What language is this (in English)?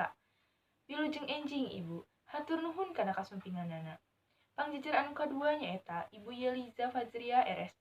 Sundanese